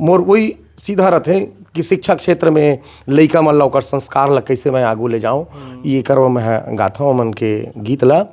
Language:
Chhattisgarhi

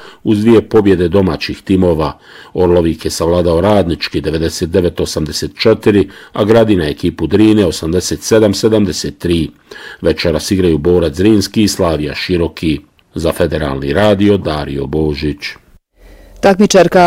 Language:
Bosnian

